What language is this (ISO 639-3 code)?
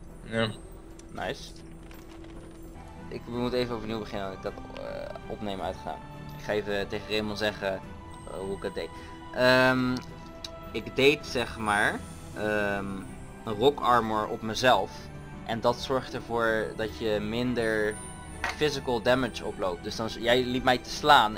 nld